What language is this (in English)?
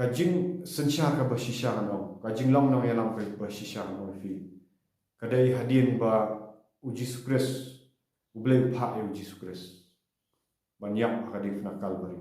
Khasi